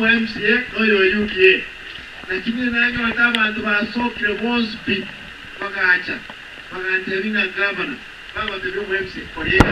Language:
Gusii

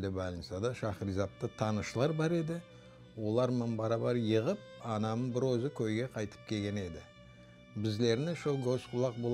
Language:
Crimean Tatar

